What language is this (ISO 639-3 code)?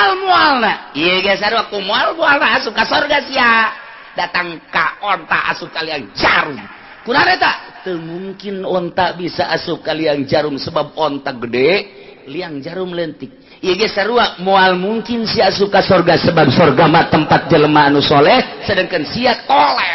sun